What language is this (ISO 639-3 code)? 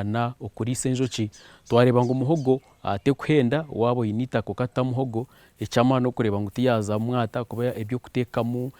nyn